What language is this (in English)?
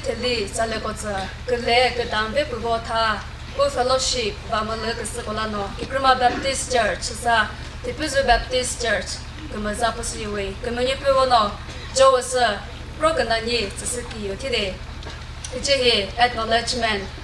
Chokri Naga